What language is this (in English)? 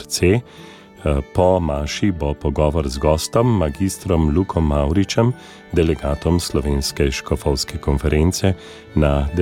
Slovenian